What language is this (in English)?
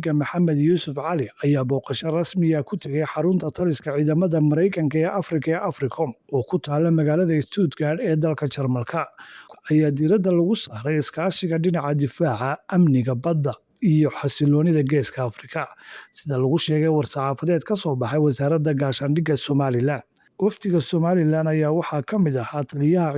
Somali